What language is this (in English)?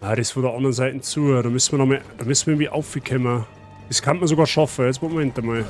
Bavarian